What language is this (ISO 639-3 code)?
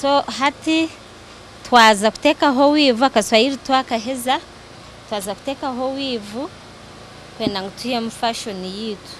nyn